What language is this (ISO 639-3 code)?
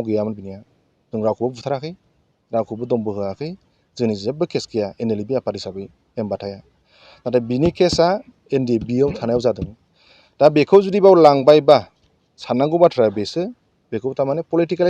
brx